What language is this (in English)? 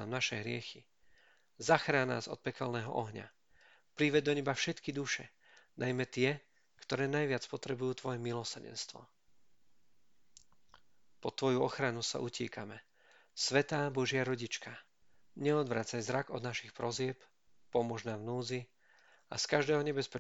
Slovak